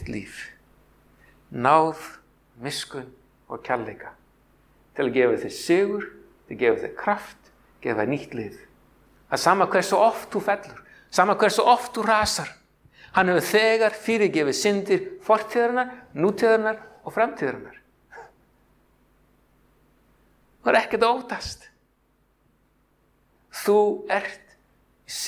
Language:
Icelandic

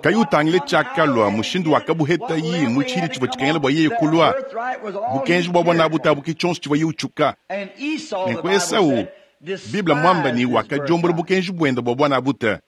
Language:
Luba-Lulua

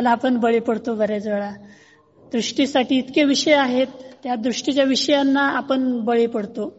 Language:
Marathi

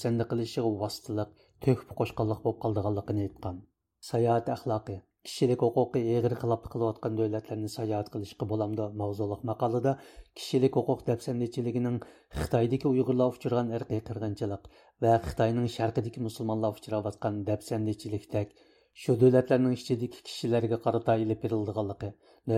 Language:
Uyghur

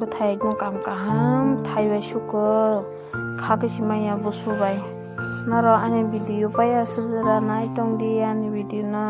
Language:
Kok Borok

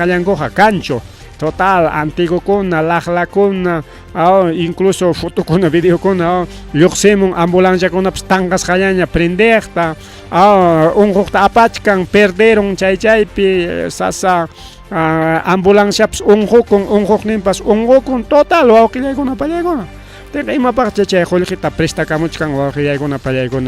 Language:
Ayacucho Quechua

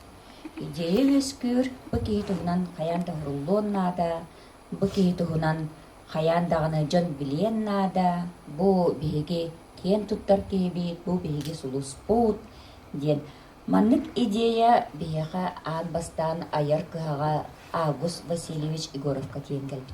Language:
Yakut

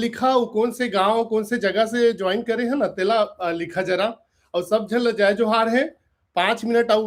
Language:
Chhattisgarhi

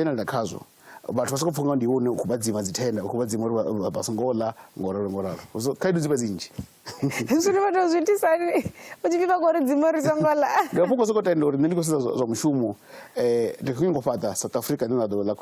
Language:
Venda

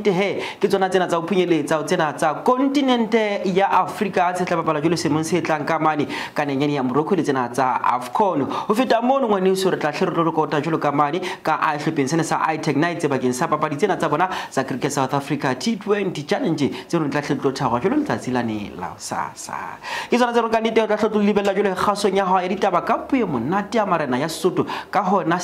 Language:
Southern Sotho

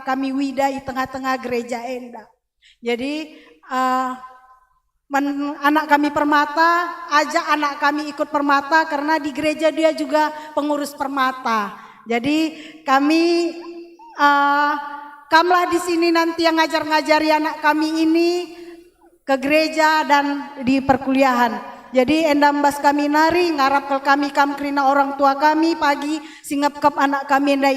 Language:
Batak Karo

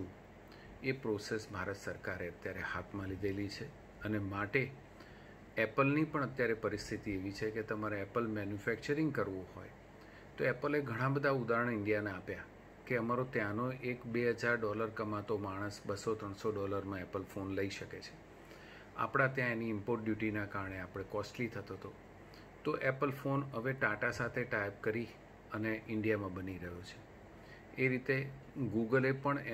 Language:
Gujarati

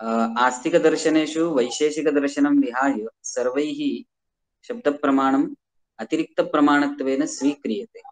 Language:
Sanskrit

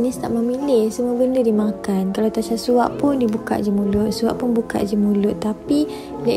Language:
Malay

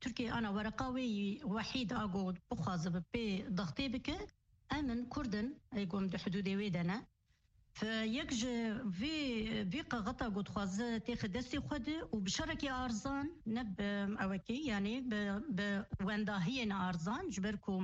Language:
Kurdish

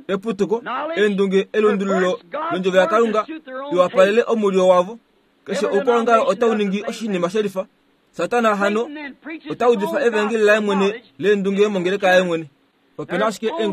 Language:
Kuanyama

